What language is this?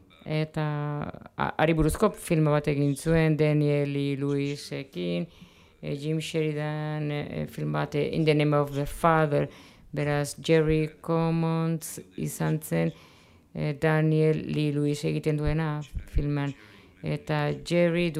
Basque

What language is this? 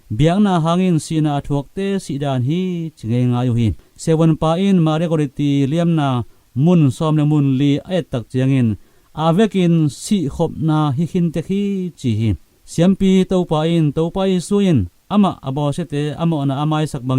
Tedim Chin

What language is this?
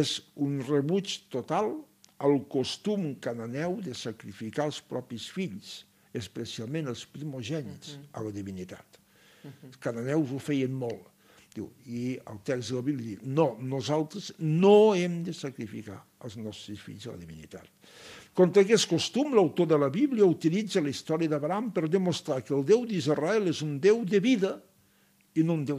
Catalan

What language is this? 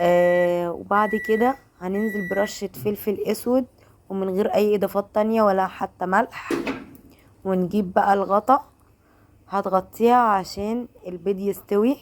Egyptian Arabic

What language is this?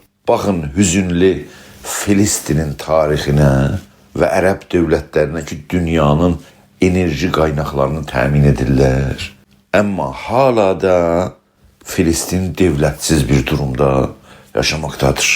South Azerbaijani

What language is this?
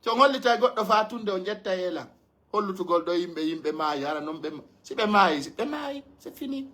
Pular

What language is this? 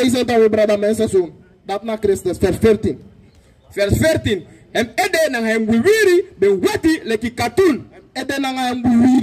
Sranan Tongo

